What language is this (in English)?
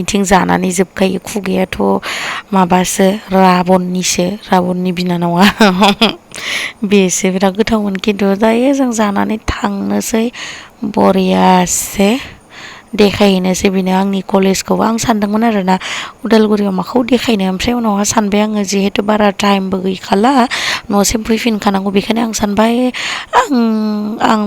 Bodo